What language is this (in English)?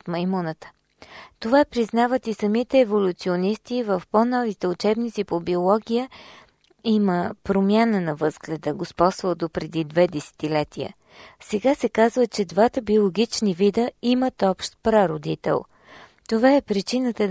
Bulgarian